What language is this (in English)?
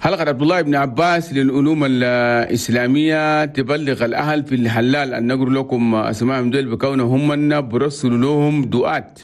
Chadian Arabic